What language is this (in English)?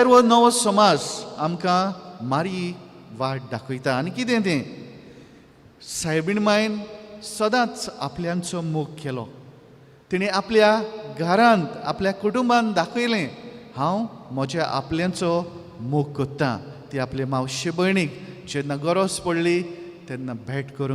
Konkani